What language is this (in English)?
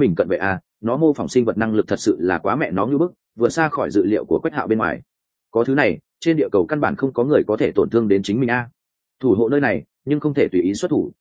Vietnamese